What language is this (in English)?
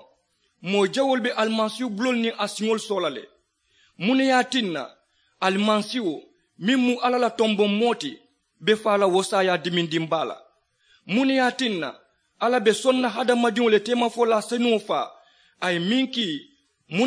Mandingo